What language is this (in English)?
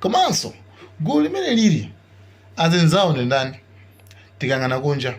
Nyanja